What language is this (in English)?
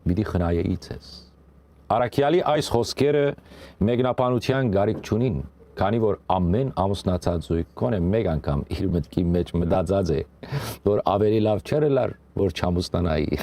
Western Armenian